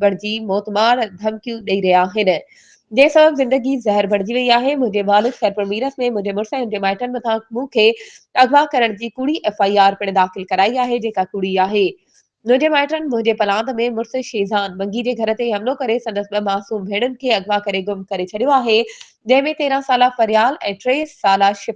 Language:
Sindhi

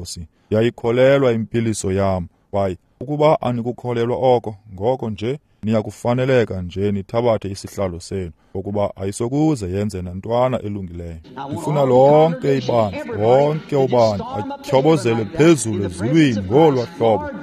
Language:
Xhosa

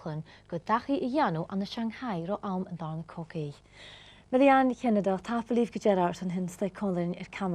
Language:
Scottish Gaelic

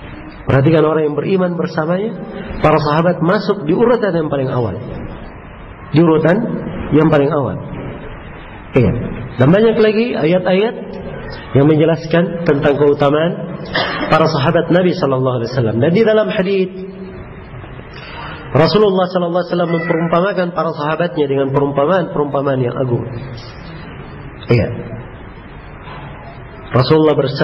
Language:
Indonesian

